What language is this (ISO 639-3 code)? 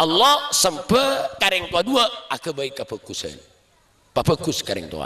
mad